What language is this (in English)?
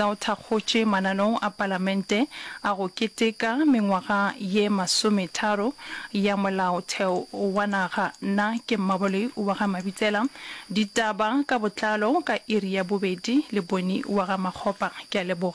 Northern Sotho